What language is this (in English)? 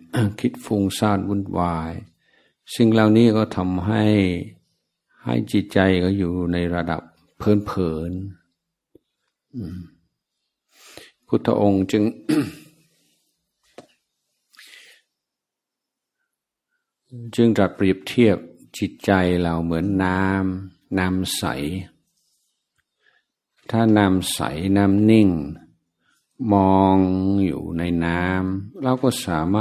Thai